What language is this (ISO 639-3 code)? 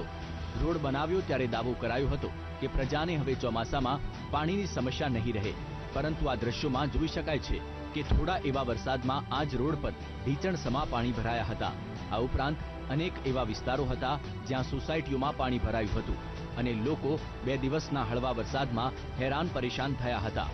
guj